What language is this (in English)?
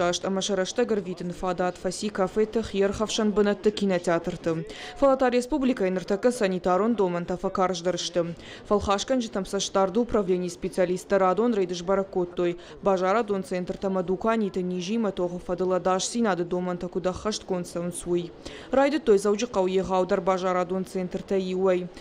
Ossetic